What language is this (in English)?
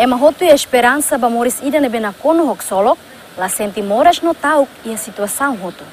Tetum